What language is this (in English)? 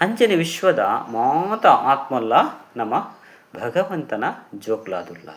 Tulu